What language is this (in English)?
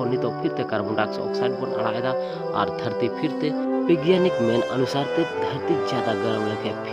Santali